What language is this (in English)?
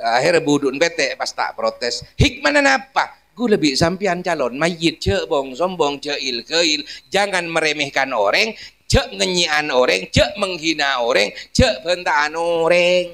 Madurese